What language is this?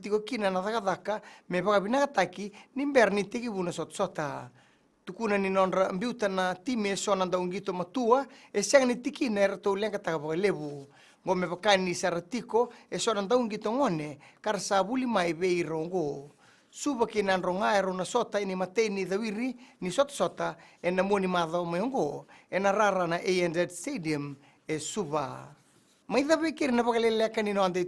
Fijian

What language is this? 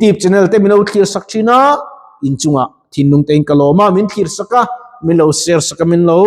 Mizo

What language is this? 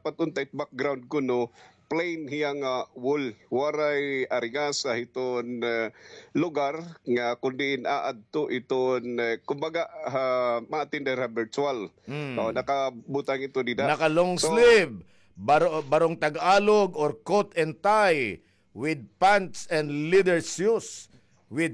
Waray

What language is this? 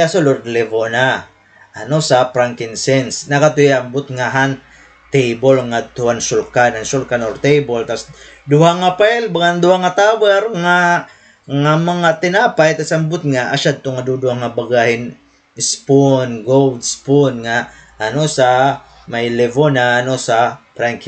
Waray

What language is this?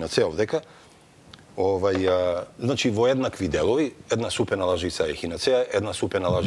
Macedonian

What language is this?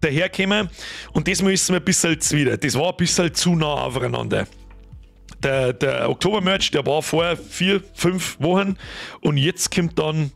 Bavarian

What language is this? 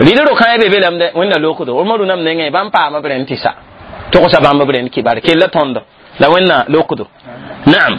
Mossi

